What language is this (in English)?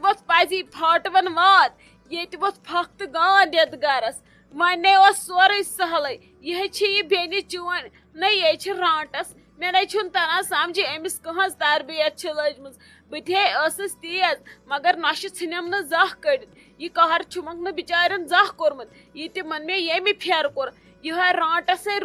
Kashmiri